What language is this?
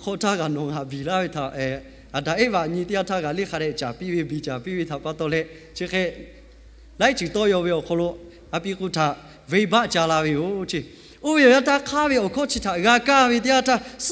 Lahu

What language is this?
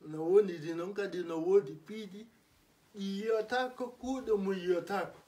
Fula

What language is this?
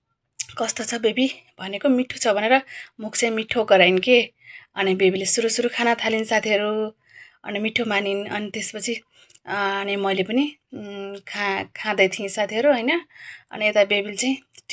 Nepali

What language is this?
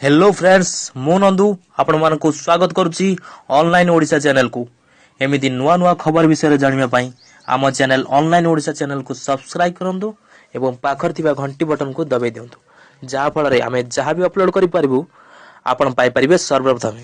Odia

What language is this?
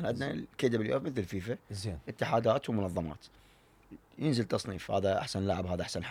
Mesopotamian Arabic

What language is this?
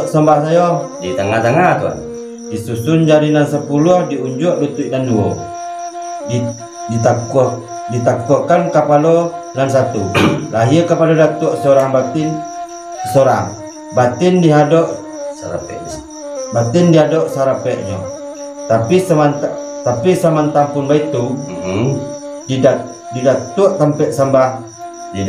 Minangkabau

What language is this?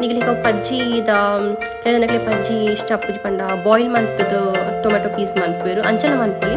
Tulu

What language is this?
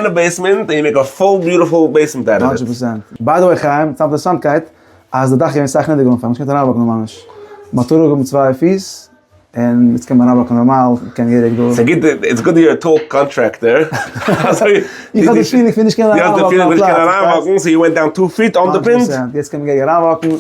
Yiddish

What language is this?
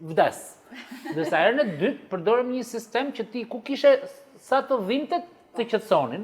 Albanian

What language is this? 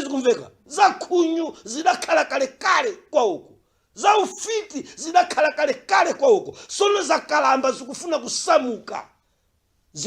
Nyanja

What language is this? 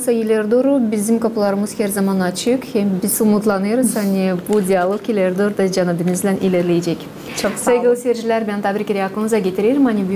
Gagauz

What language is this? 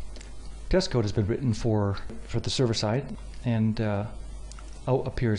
English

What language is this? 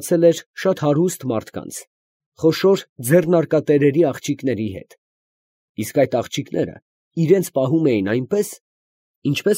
Armenian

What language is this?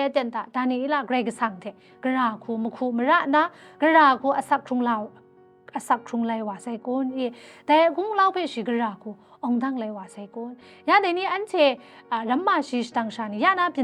Kachin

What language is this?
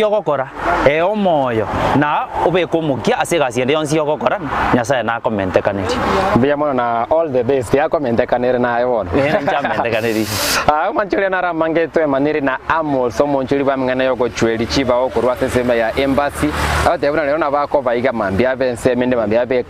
Gusii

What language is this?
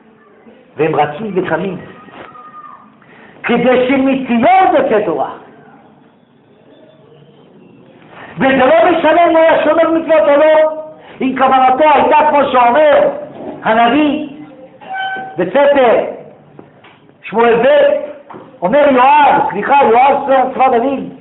Hebrew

